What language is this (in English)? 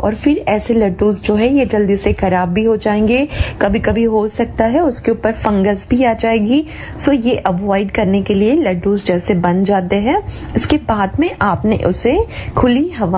Hindi